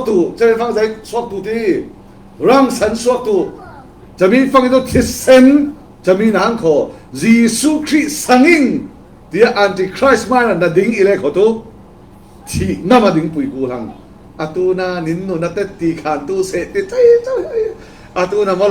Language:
Falam Chin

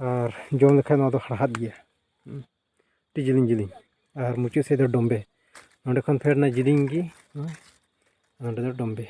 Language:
Santali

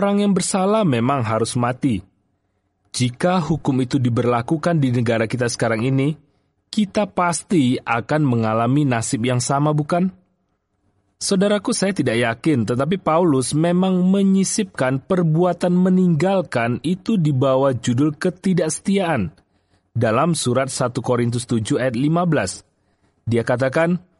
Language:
Indonesian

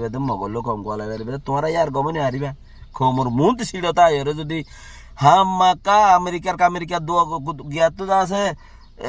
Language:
Rohingya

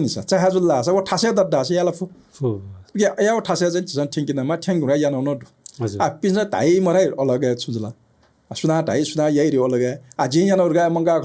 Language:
Newari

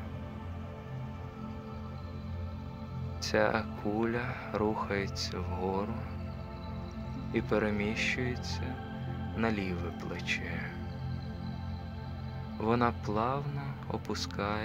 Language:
Ukrainian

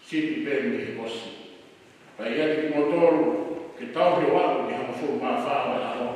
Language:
Tongan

